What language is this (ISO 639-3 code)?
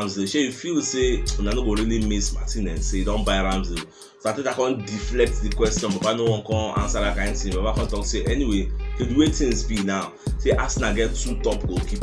pcm